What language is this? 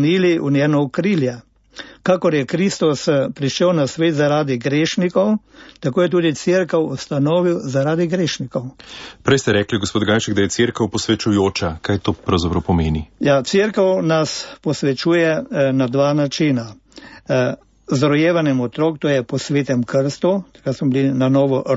Slovenian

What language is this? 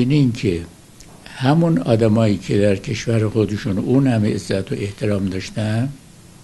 Persian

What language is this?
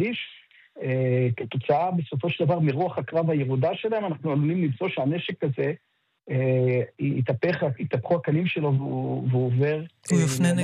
Hebrew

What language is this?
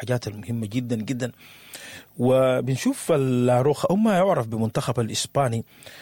Sudanese Arabic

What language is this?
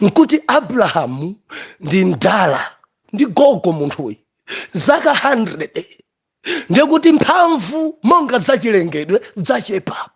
Nyanja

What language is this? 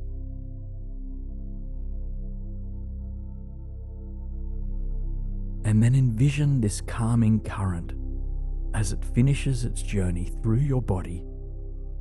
English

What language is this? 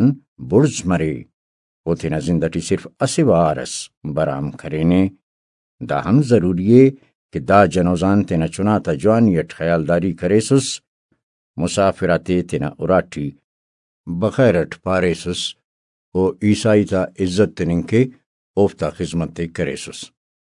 Brahui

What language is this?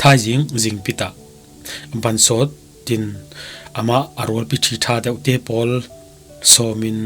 Falam Chin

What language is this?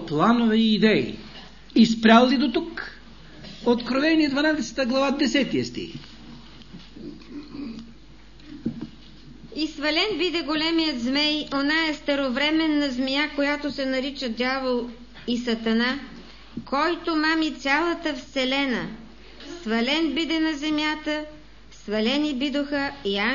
Bulgarian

